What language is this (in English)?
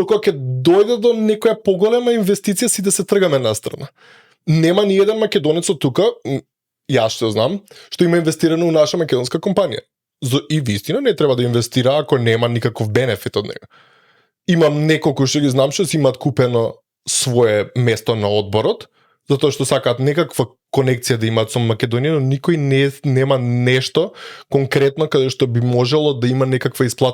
Macedonian